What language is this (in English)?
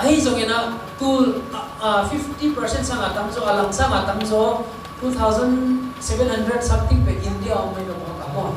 Tedim Chin